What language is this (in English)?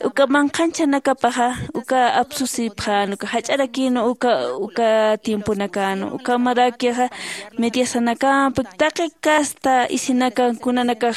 Aymara